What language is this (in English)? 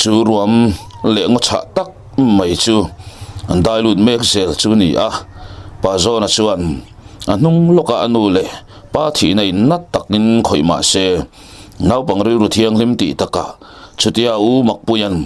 Mizo